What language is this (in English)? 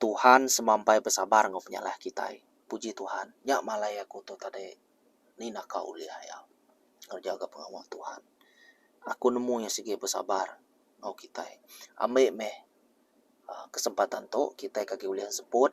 Iban